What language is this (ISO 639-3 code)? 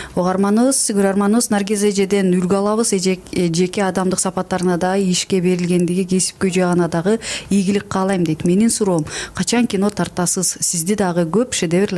kir